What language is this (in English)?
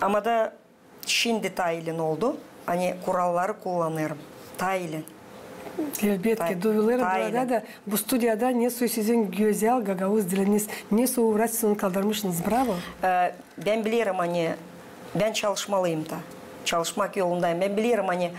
Gagauz